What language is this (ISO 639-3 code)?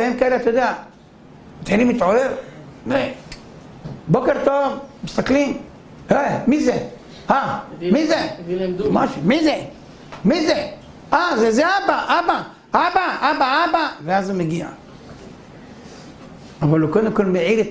heb